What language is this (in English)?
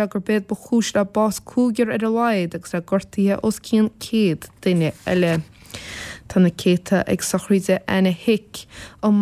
Irish